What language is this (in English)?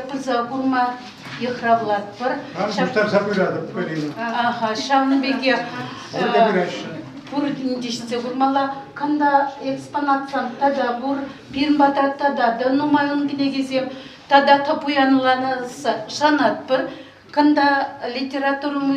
Chuvash